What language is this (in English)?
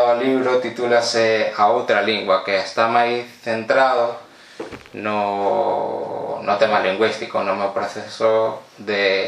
Galician